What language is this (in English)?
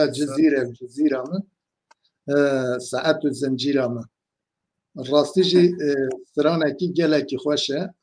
Kurdish